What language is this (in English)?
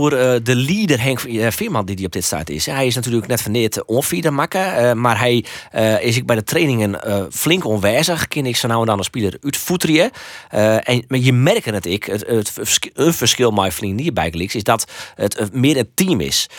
Western Frisian